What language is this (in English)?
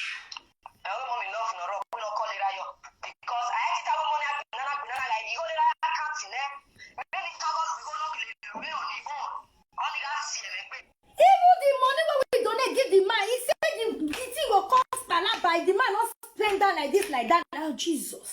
Nigerian Pidgin